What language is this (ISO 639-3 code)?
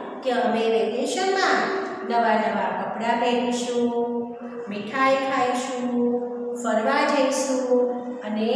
guj